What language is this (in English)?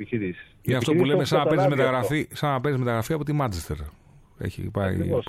Greek